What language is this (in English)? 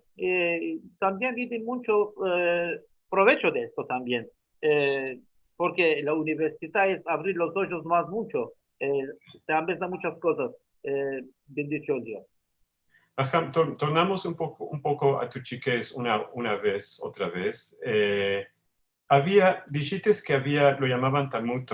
Ladino